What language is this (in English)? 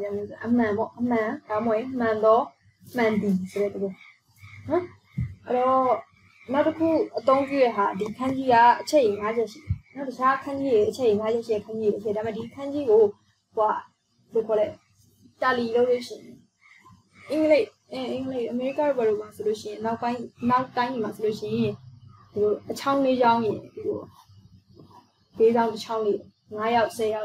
Burmese